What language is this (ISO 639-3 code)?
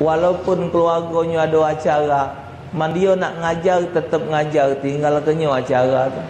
mui